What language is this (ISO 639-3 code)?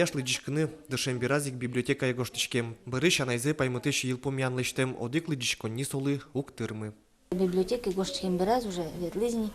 udm